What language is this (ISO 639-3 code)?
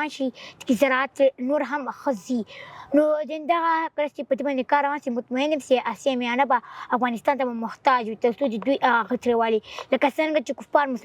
pus